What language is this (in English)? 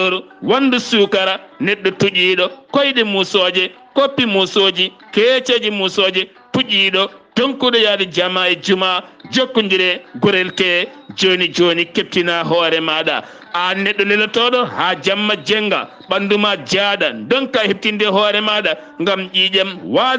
Fula